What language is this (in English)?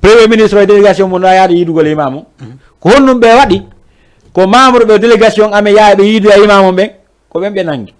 Fula